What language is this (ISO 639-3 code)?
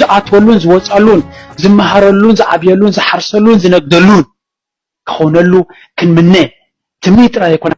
tir